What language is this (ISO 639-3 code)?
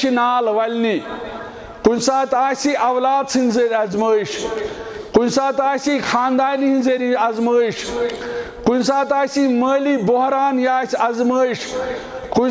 kas